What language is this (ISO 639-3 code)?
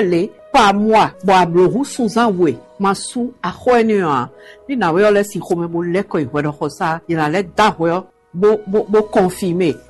fon